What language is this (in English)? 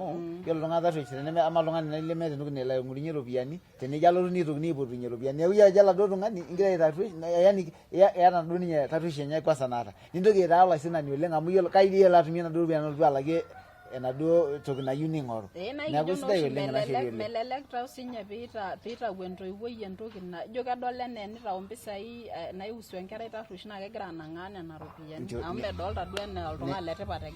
Masai